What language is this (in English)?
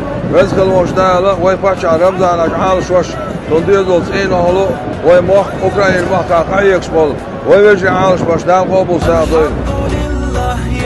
Chechen